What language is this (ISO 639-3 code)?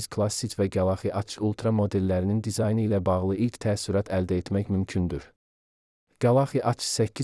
aze